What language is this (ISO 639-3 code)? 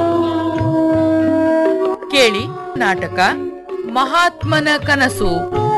kan